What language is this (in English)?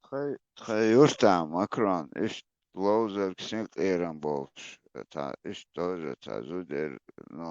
Chechen